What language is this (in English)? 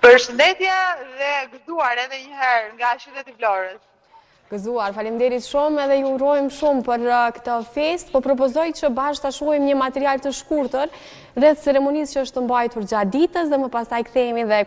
Albanian